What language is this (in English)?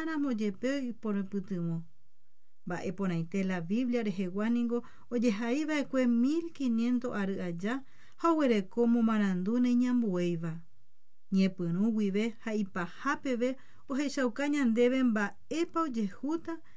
Guarani